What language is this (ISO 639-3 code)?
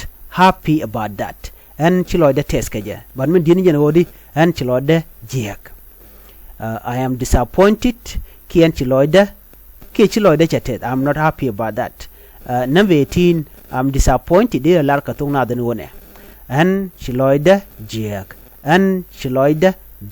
nus